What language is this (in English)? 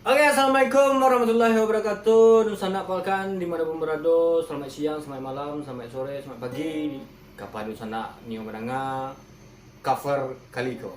Minangkabau